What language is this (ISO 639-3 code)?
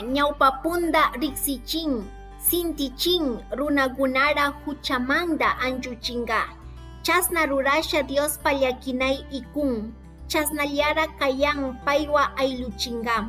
qug